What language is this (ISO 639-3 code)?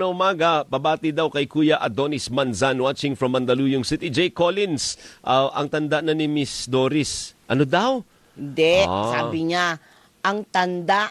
fil